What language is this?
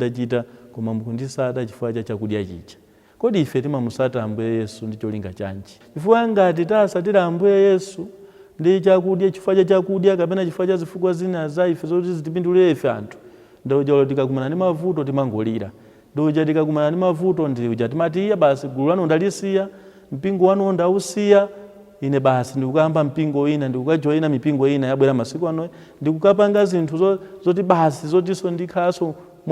Nyanja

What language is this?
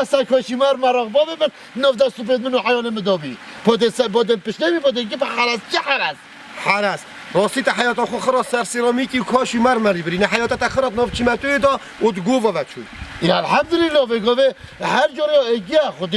Kurdish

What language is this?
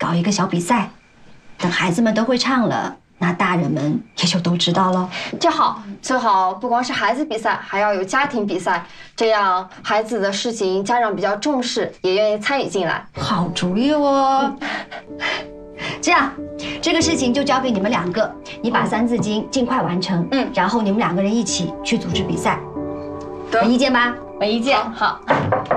Chinese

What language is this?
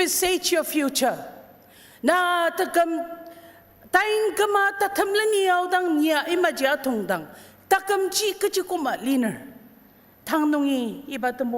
Ao Naga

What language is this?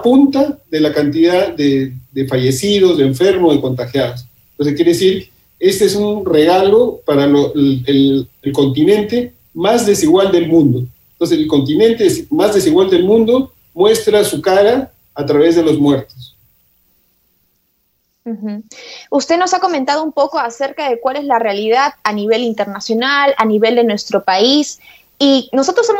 Spanish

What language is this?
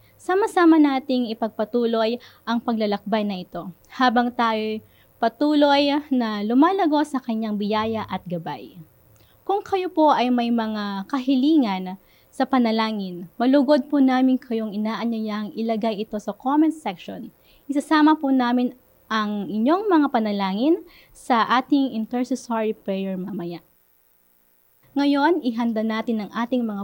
Filipino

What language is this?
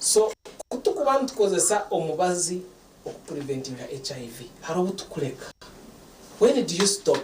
Nyankole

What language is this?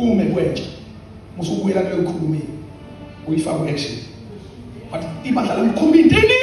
Zulu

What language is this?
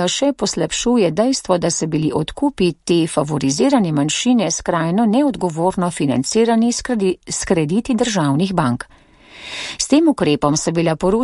Slovenian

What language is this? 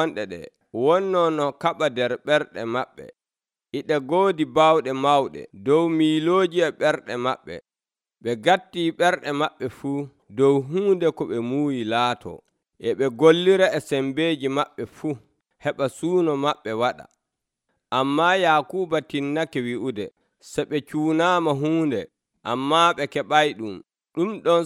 Nigerian Fulfulde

